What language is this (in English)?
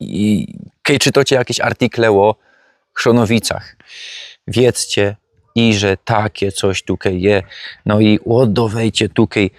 Silesian